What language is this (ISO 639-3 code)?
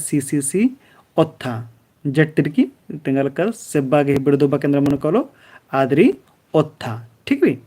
kru